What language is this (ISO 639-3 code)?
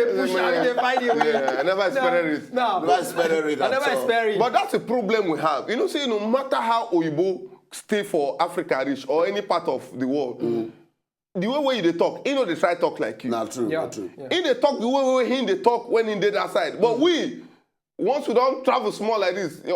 pcm